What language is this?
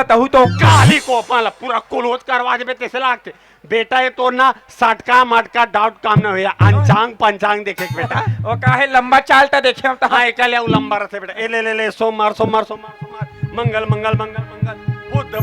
Chhattisgarhi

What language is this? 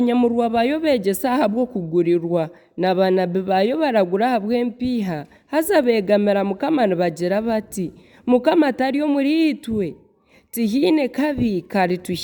Nyankole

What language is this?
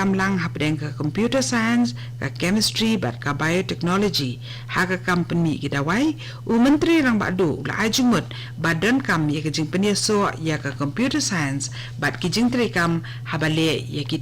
Khasi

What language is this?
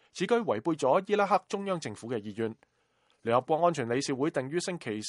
Cantonese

